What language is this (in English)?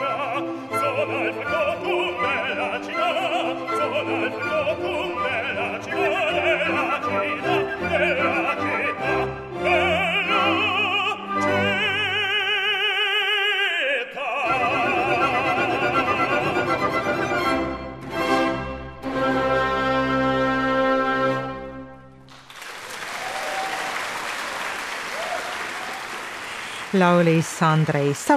Estonian